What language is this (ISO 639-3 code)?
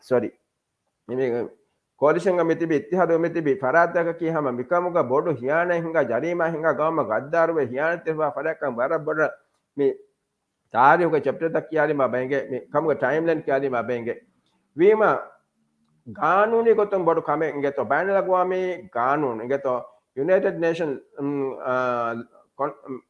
div